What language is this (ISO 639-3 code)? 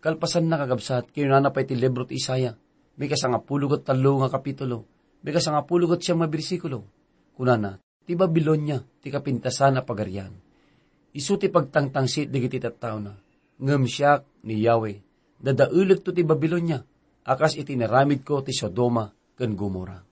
ilo